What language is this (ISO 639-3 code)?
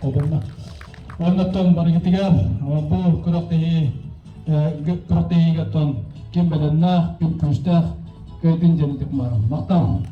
sah